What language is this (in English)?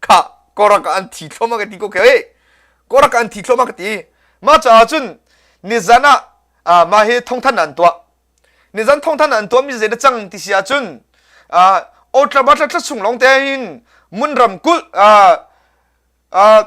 Hakha Chin